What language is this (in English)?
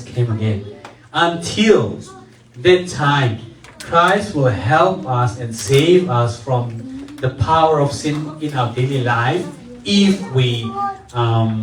Tedim Chin